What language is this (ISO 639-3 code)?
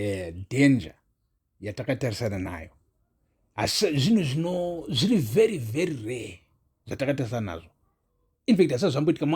sna